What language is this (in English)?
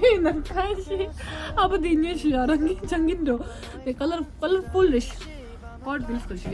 Tibetan